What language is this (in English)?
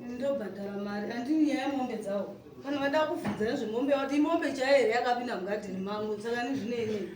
Shona